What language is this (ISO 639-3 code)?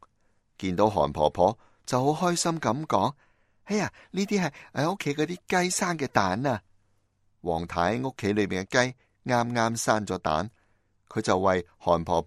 yue